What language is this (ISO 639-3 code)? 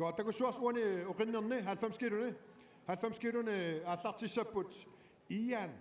kal